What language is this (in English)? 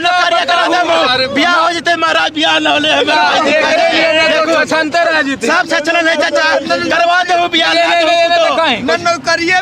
Magahi